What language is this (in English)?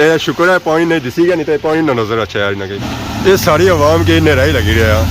Pahari-Potwari